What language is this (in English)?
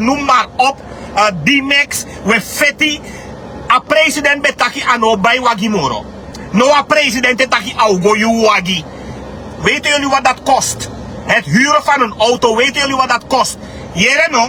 Sranan Tongo